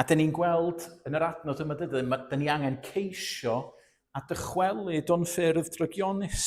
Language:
Welsh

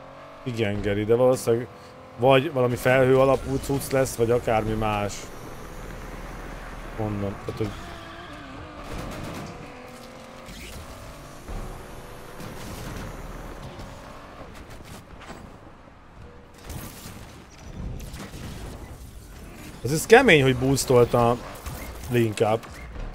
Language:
Hungarian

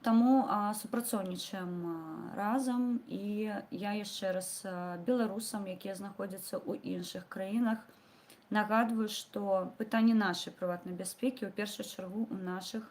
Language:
Belarusian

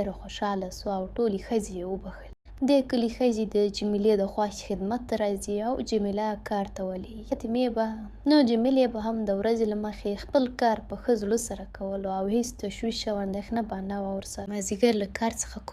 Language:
Pashto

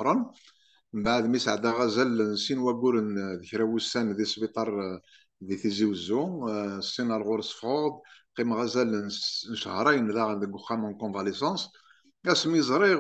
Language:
Kabyle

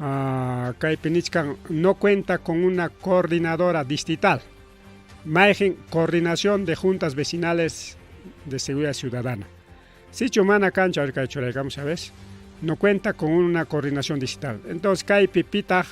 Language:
Ayacucho Quechua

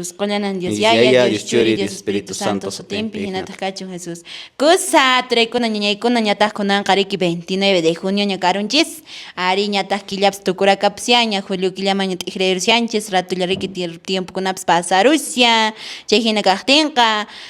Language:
Quechua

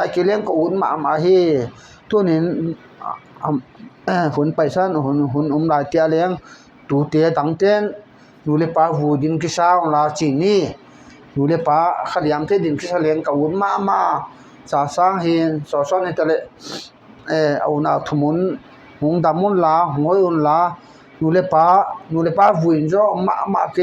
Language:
Paite Chin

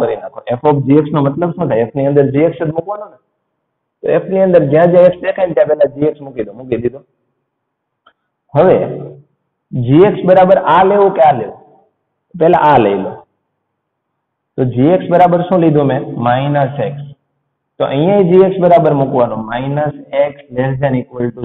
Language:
Gujarati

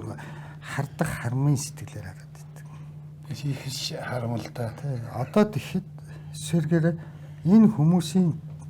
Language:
Mongolian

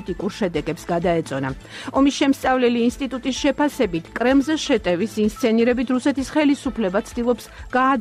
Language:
Georgian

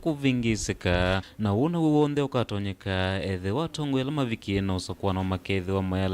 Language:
Kamba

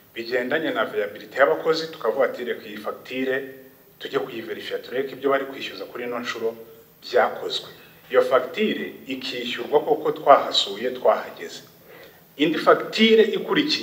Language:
Kinyarwanda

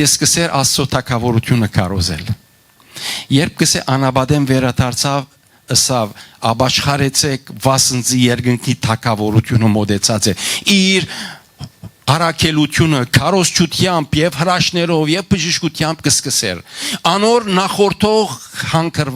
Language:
Western Armenian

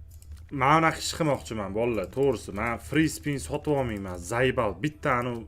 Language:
Uzbek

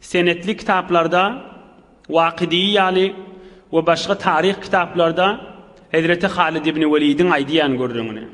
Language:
Turkmen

